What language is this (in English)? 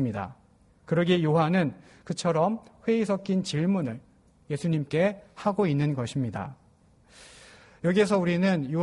Korean